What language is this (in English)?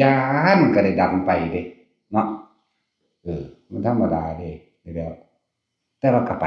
Northeastern Thai